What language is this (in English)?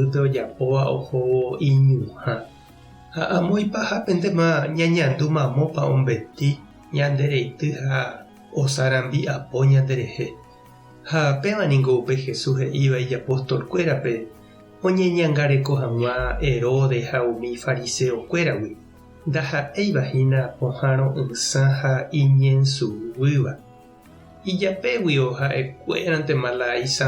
Guarani